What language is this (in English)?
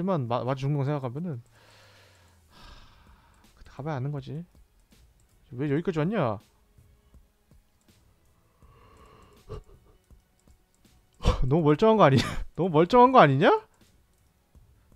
Korean